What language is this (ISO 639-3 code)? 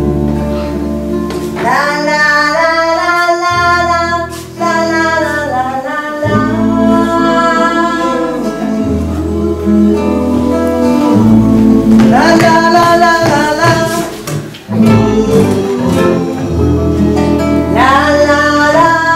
dan